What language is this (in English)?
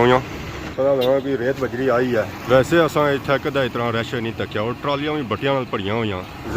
Pahari-Potwari